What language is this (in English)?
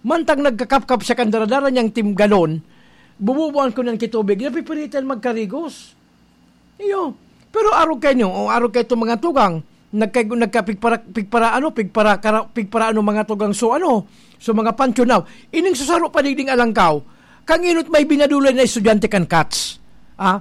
Bikol